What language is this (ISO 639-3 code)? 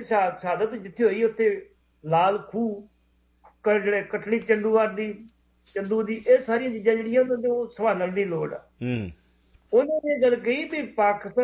pan